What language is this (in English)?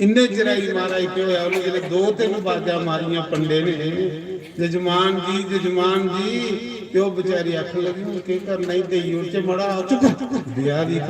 Dogri